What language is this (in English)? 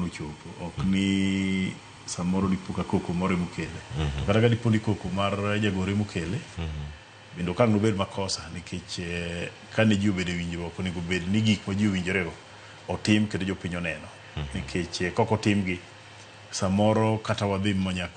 Luo (Kenya and Tanzania)